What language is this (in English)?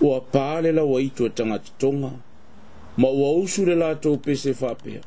Samoan